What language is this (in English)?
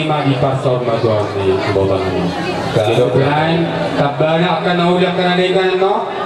Batak Toba